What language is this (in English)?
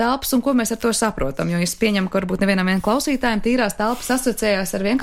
Latvian